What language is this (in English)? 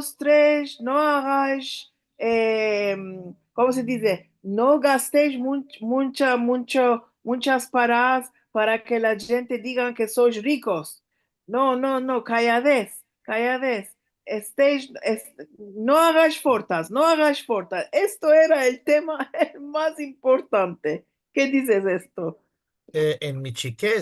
Ladino